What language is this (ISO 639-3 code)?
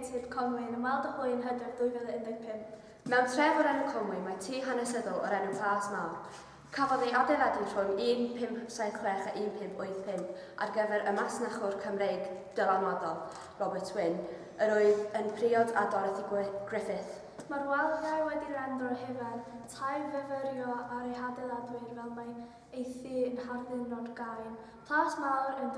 cym